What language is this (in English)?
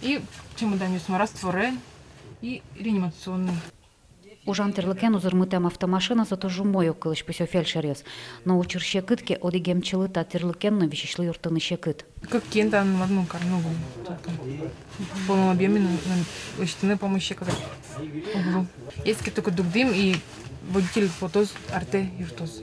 Udmurt